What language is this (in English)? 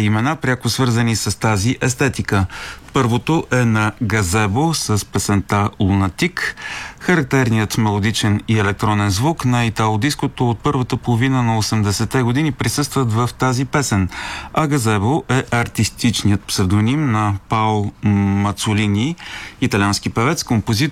Bulgarian